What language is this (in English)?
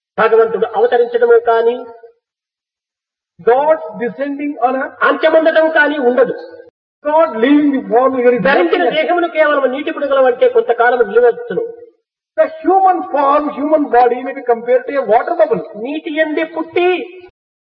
Telugu